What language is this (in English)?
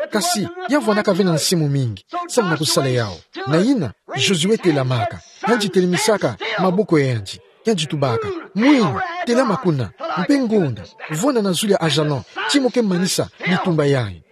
Kituba (Democratic Republic of Congo)